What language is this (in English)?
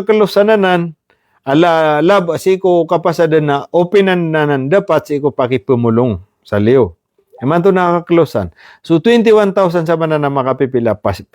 Maranao